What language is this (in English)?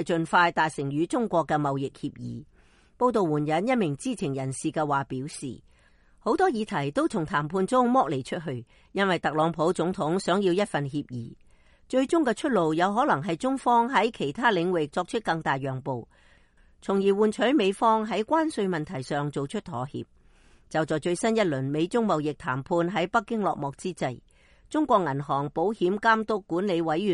Cantonese